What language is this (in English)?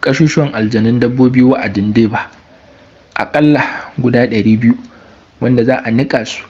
Hausa